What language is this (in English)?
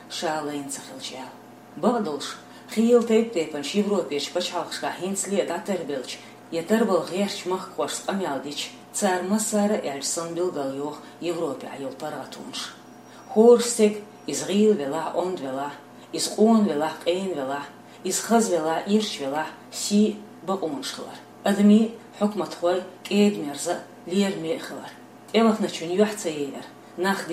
Chechen